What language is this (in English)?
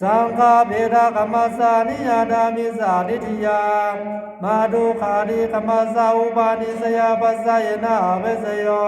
Pali